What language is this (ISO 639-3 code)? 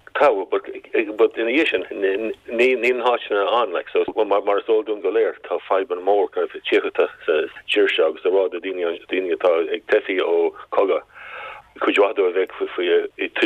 gle